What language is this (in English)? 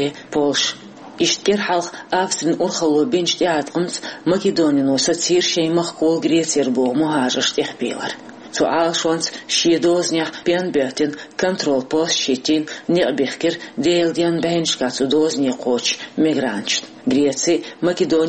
Chechen